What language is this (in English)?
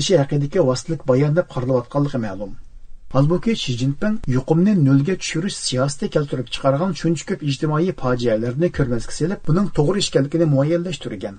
Uyghur